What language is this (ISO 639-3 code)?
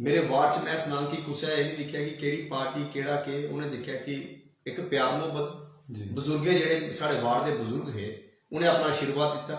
doi